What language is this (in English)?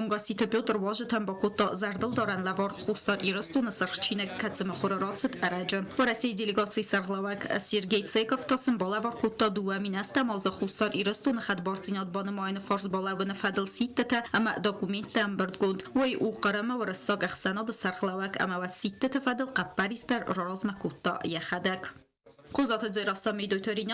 Ossetic